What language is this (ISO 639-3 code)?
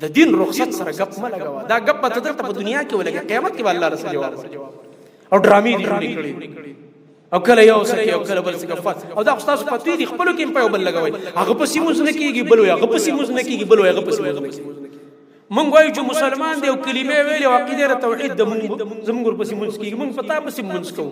pus